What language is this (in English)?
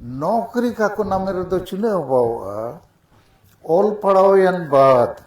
Santali